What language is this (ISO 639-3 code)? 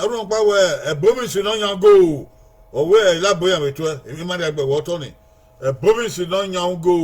bin